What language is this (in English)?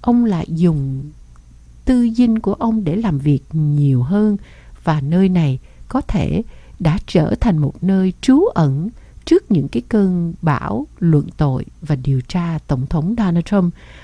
Vietnamese